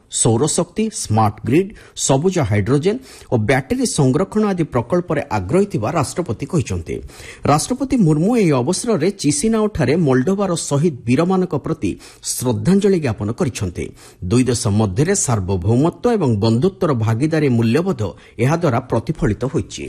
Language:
Odia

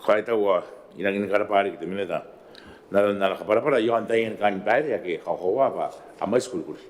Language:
Gilbertese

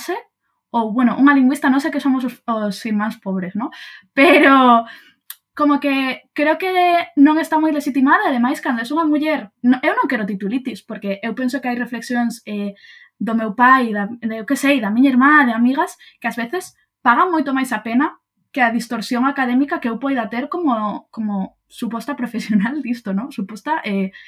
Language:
Galician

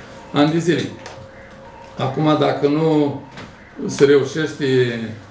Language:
Romanian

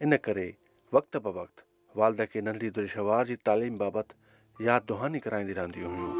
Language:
Sindhi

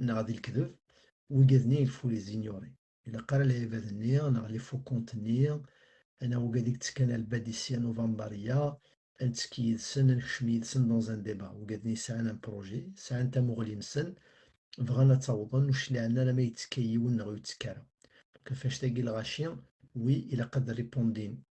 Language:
Kabyle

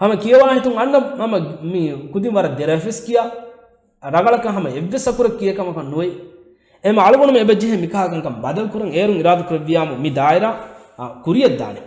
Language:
Divehi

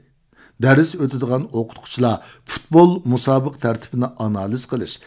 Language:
Uyghur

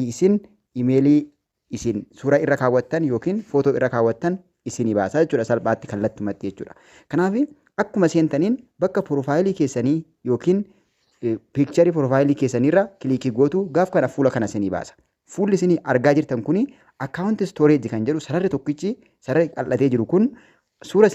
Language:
Oromo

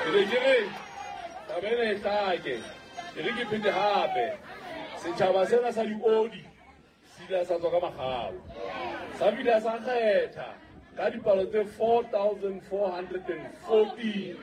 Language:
Southern Sotho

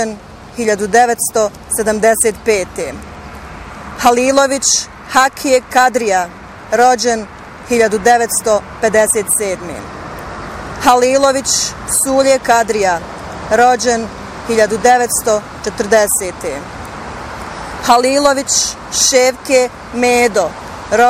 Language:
Bosnian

